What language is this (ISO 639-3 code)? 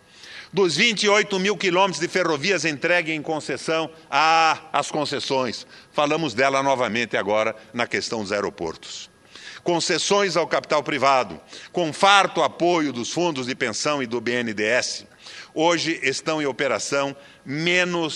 por